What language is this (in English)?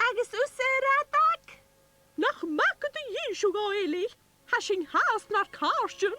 Scottish Gaelic